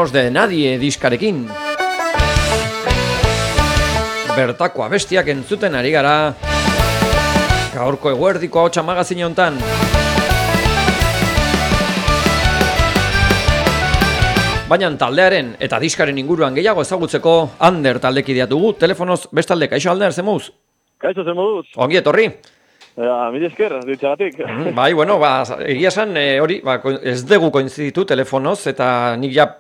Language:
Basque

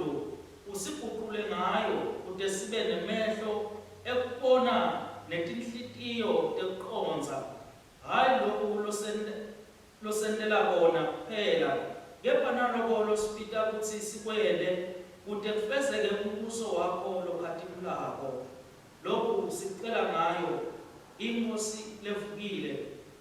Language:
Swati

